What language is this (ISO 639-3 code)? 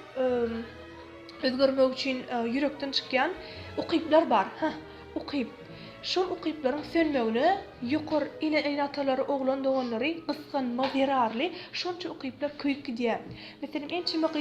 tuk